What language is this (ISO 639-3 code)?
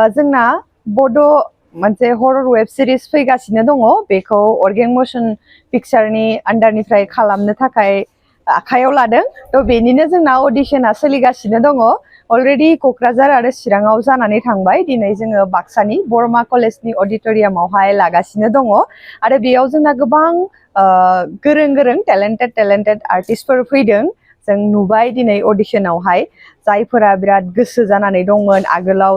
brx